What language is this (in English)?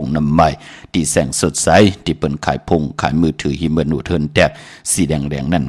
Shan